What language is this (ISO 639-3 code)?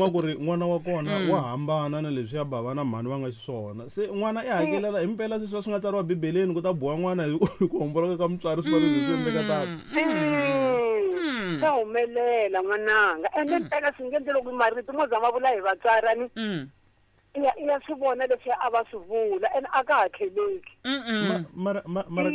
tso